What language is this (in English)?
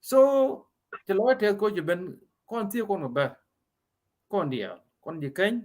Nuer